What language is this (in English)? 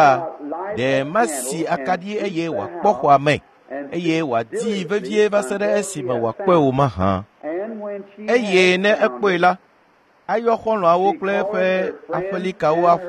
Ewe